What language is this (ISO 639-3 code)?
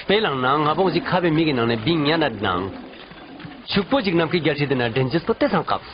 lbj